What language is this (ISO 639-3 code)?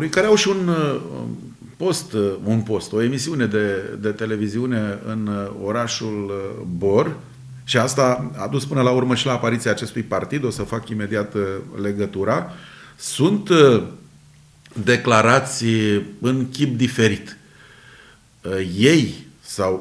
ron